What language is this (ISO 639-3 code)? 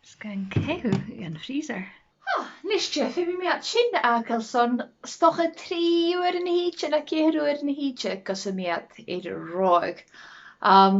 gla